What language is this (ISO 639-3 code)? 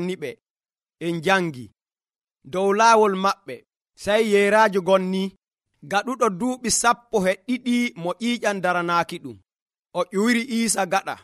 fuv